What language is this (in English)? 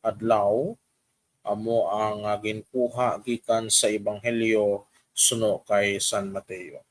Hiligaynon